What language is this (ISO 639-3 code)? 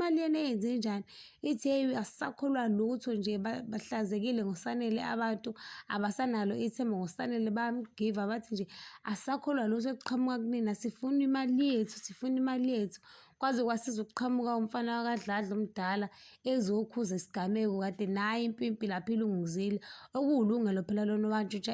zul